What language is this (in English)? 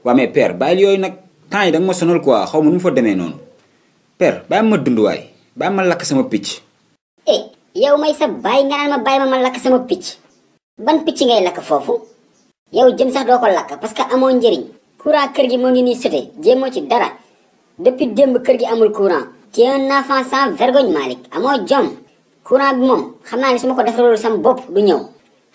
Wolof